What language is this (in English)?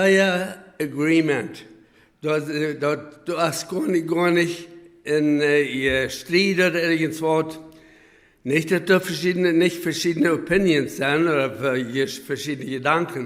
Plautdietsch